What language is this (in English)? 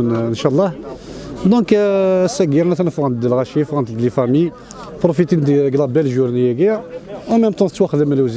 Kabyle